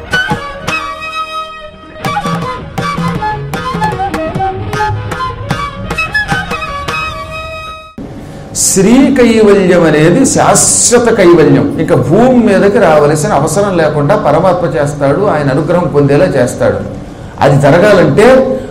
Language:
Telugu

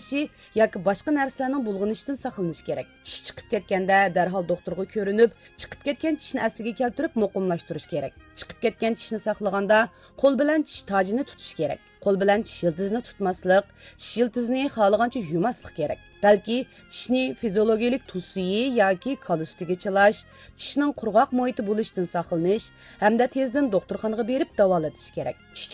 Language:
Uyghur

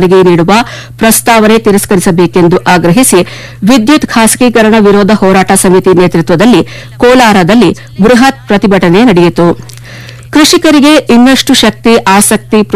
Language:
Kannada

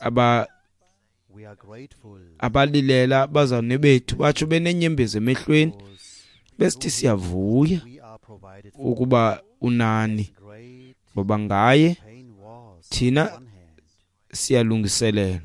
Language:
Xhosa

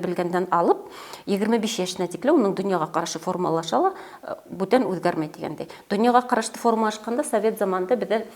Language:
Bashkir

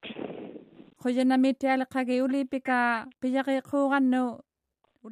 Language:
Māori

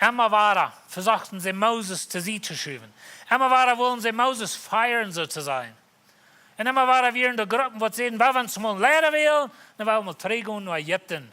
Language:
Plautdietsch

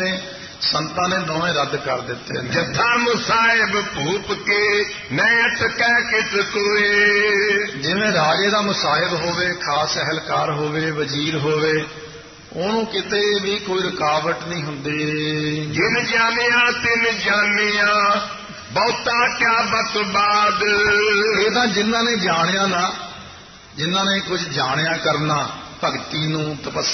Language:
Punjabi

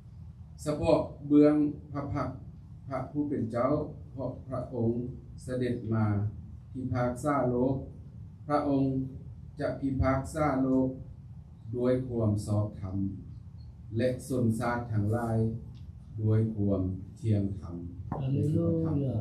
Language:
Lao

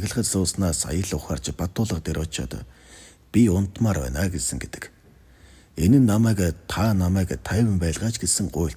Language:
Mongolian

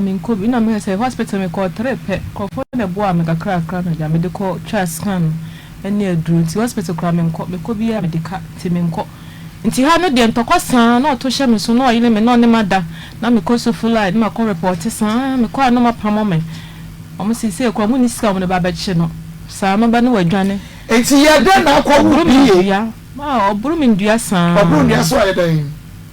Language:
Akan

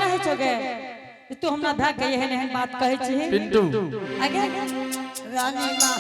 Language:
Angika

